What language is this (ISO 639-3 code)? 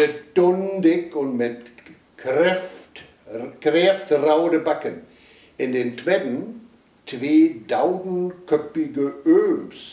wep